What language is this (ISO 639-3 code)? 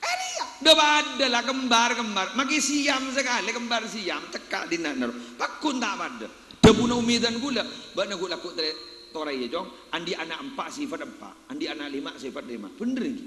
mad